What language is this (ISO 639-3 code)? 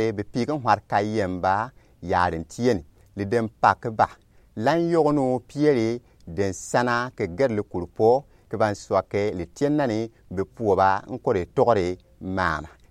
gux